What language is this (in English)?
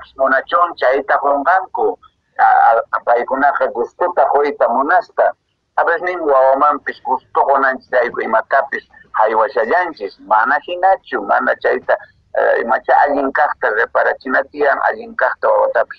Quechua